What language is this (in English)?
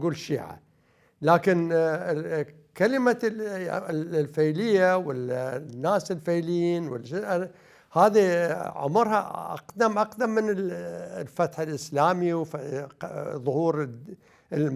Mesopotamian Arabic